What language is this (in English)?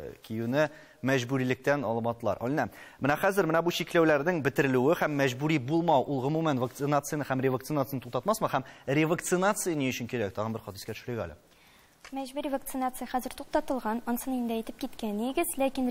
Tatar